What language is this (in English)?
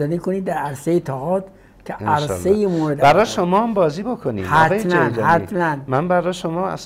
Persian